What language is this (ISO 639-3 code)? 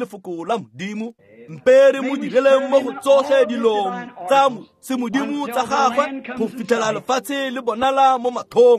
tsn